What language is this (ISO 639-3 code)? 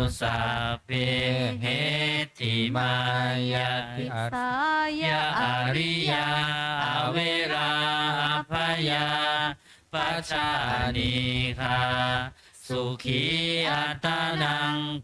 pli